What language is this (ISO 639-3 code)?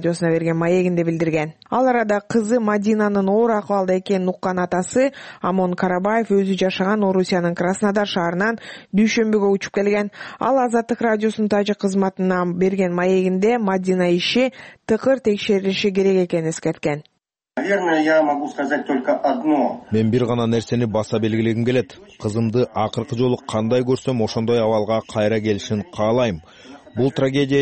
kir